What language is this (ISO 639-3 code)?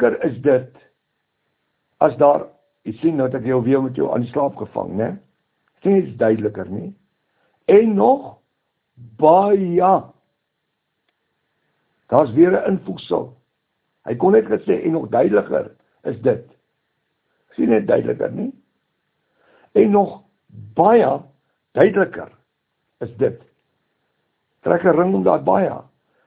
afr